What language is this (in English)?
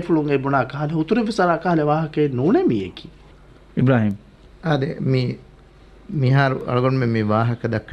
Divehi